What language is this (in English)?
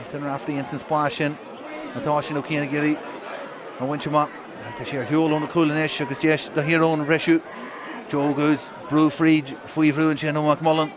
Irish